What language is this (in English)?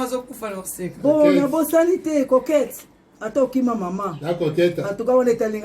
Lingala